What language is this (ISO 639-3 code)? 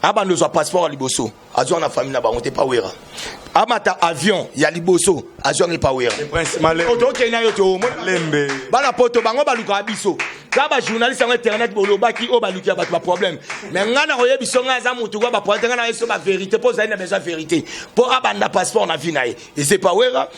lin